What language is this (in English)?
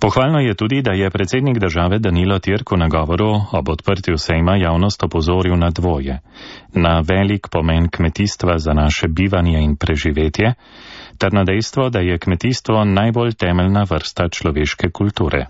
Slovenian